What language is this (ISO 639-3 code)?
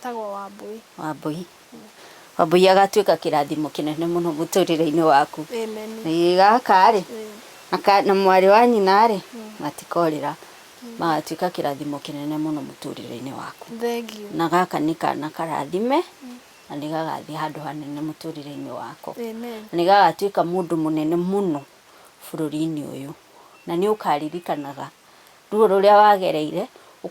kik